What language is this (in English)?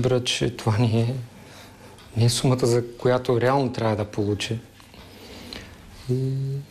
Bulgarian